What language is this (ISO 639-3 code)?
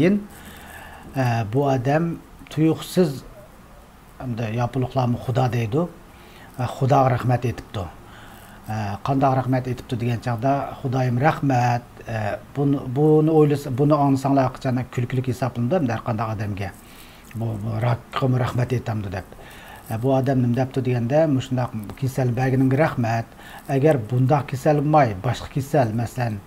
uig